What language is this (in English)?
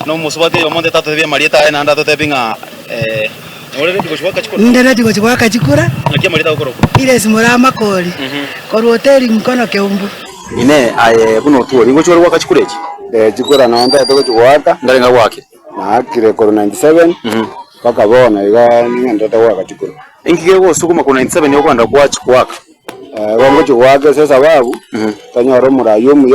Gusii